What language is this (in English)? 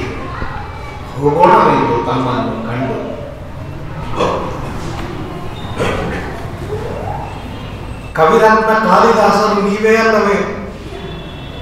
Kannada